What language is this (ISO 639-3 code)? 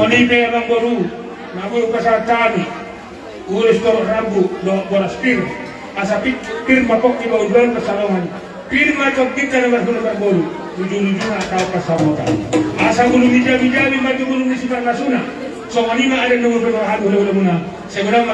bbc